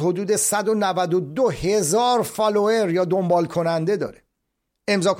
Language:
Persian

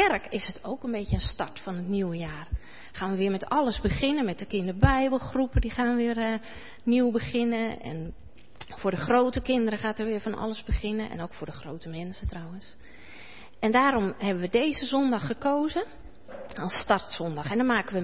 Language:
Dutch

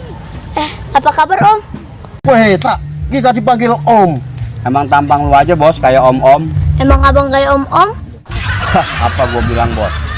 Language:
Betawi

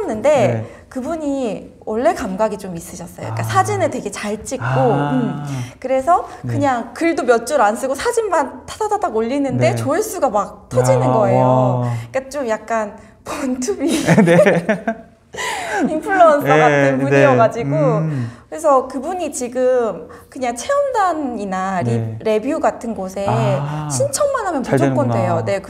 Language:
Korean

